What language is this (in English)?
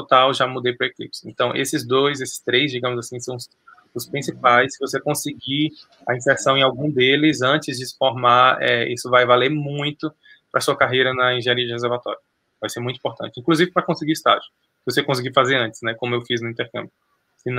Portuguese